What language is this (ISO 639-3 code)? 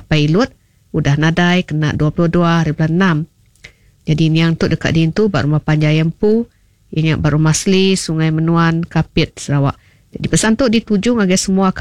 iba